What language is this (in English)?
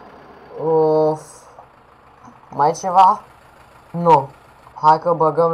Romanian